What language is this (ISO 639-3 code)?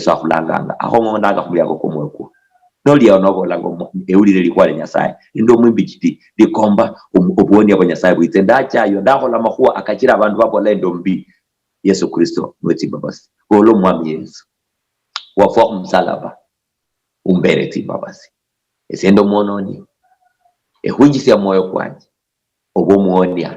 luy